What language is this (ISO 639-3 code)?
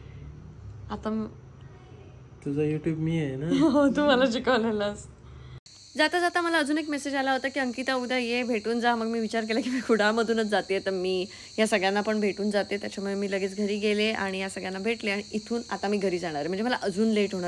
mar